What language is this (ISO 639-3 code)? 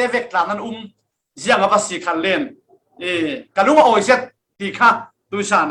cfm